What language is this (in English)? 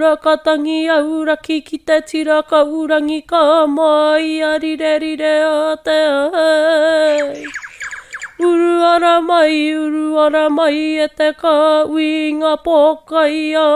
Māori